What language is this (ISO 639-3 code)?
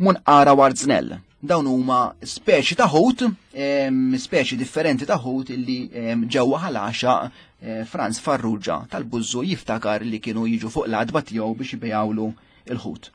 mlt